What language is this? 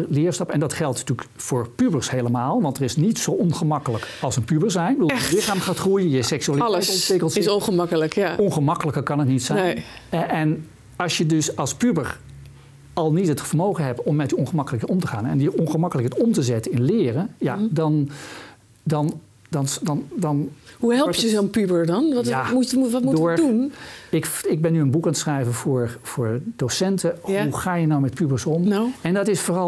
Dutch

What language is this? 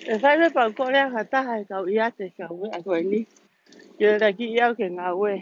Tongan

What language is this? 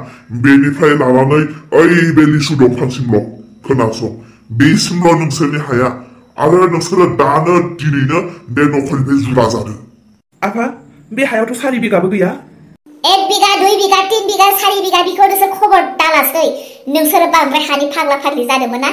Bodo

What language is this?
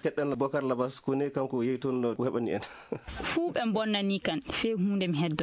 Fula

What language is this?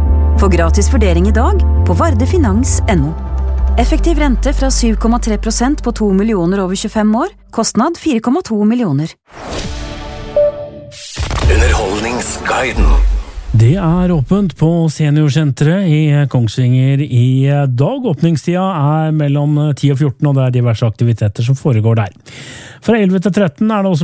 Norwegian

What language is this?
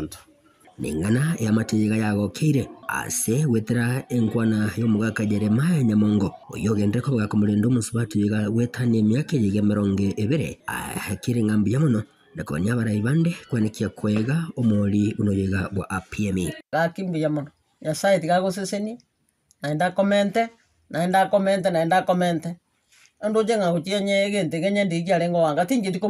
Gusii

